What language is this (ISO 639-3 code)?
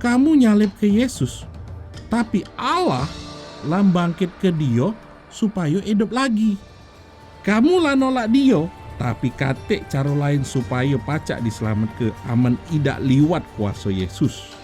mui